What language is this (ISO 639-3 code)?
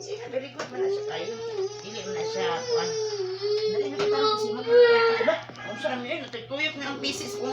ceb